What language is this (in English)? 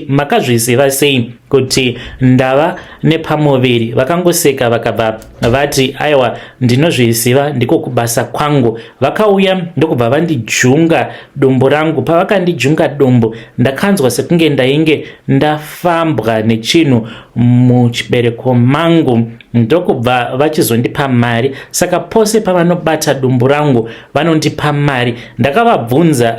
Shona